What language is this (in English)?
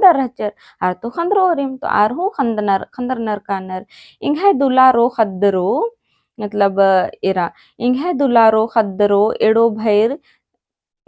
Kurukh